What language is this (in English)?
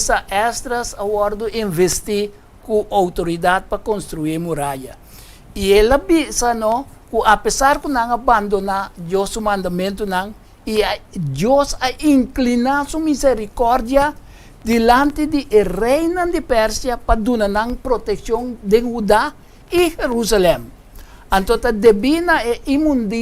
Papiamento